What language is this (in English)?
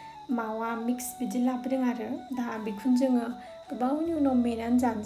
Bodo